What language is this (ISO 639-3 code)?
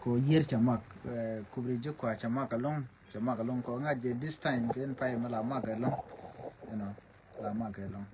nus